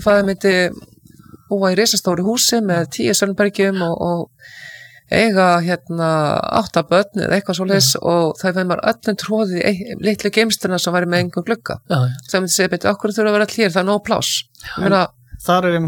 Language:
Icelandic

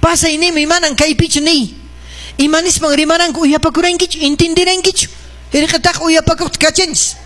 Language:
Quechua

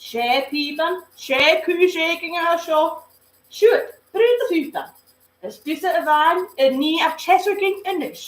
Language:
Scottish Gaelic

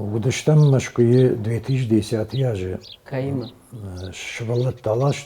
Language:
Ossetic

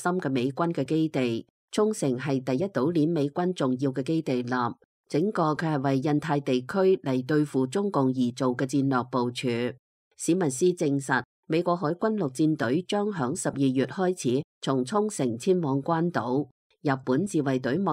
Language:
Cantonese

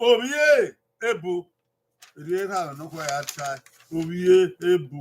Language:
Bini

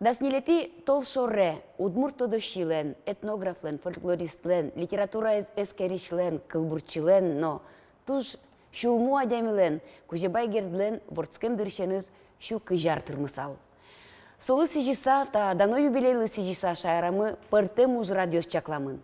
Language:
Udmurt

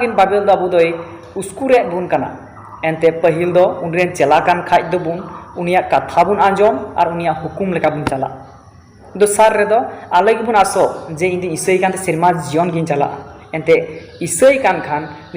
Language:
Santali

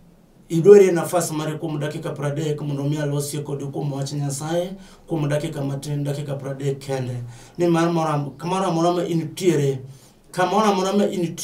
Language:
Luo (Kenya and Tanzania)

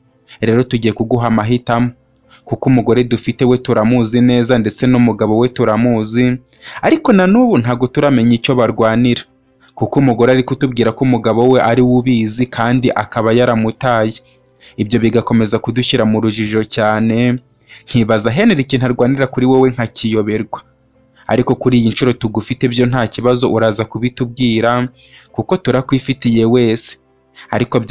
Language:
Kinyarwanda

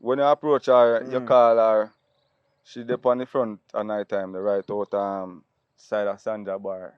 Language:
Jamaican Creole English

